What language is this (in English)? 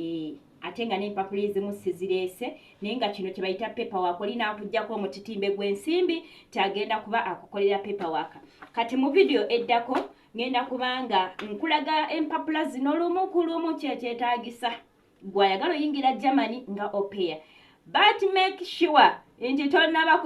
Ganda